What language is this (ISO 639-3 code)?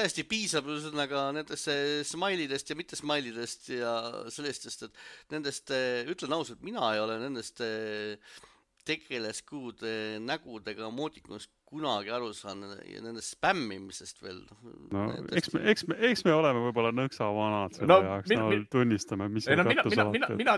est